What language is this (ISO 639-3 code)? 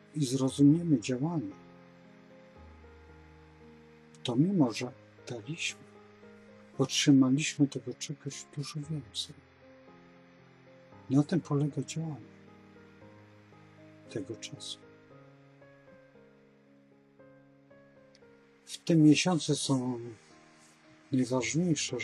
pol